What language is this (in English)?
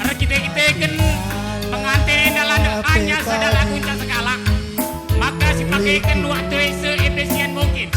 Batak Karo